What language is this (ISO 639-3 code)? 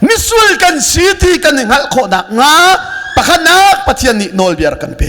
cnh